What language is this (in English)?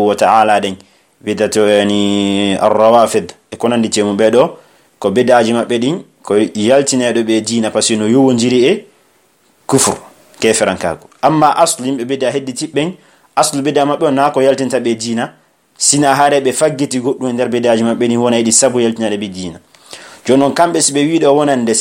Pular